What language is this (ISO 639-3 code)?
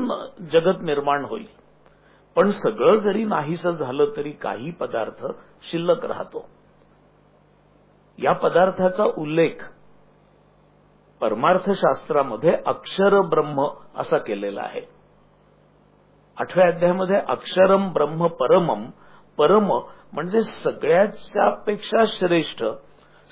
mar